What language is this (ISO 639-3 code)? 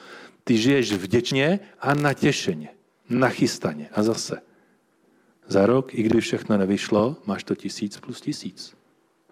ces